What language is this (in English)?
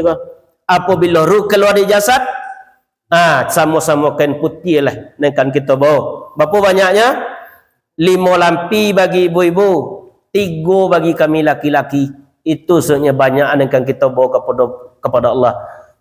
Minangkabau